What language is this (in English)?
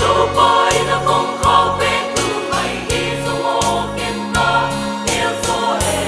Paite Chin